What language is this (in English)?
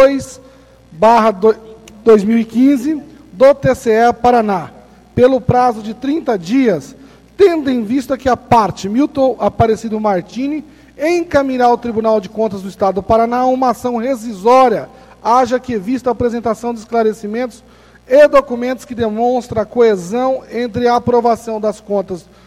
Portuguese